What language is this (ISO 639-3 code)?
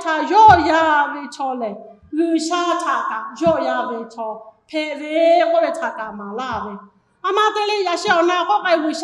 lhu